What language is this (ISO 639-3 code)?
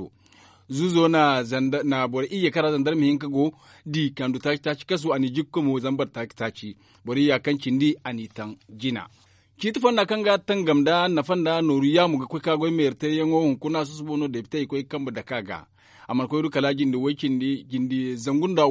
dje